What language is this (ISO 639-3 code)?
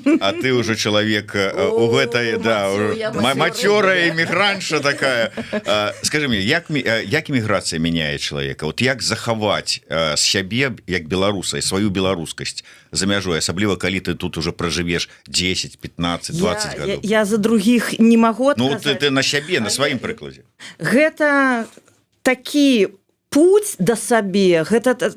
bel